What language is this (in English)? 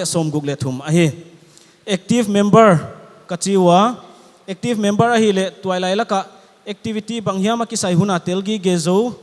Paite Chin